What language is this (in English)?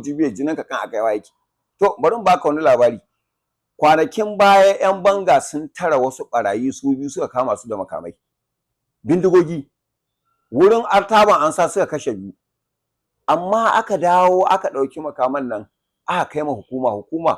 Hausa